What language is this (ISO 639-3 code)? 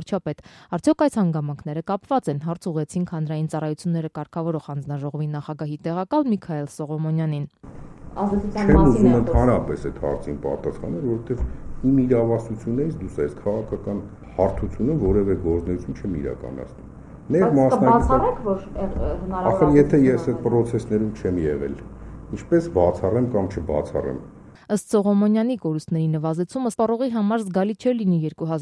hye